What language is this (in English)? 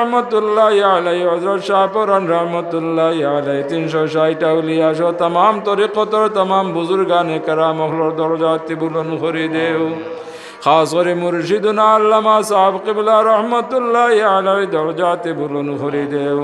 Sylheti